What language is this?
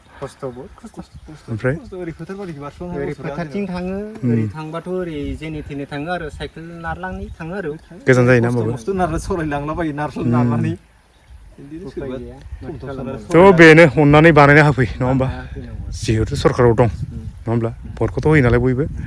Bodo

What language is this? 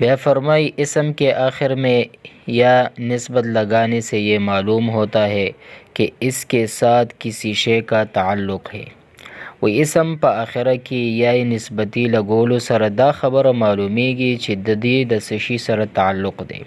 Pashto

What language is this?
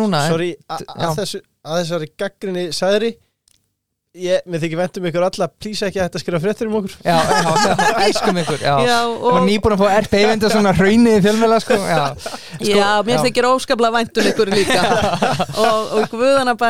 Icelandic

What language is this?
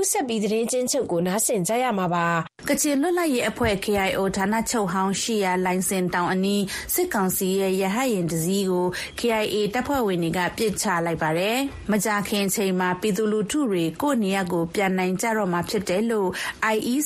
Burmese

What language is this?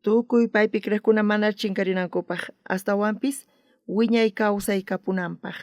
South Bolivian Quechua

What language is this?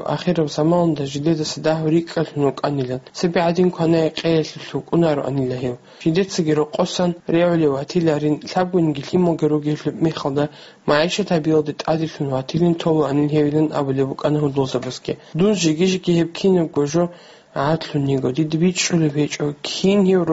Avaric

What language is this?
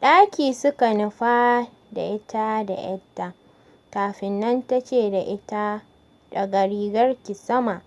Hausa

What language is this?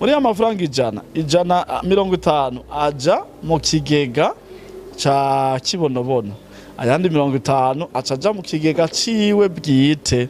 Rundi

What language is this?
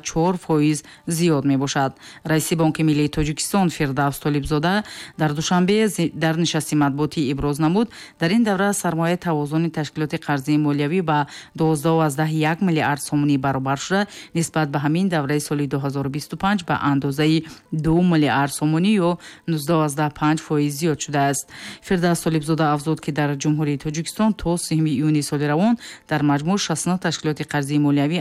Tajik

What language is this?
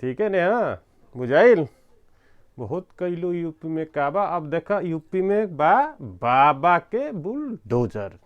Bhojpuri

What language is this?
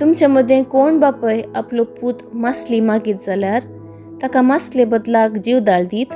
Konkani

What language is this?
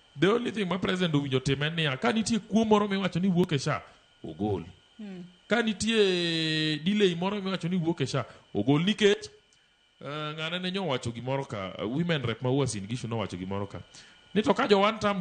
Luo (Kenya and Tanzania)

